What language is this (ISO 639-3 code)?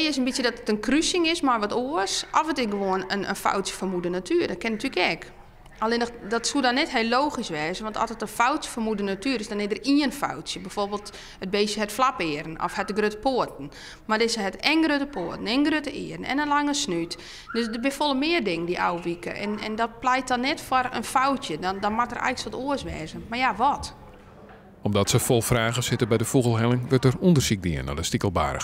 fry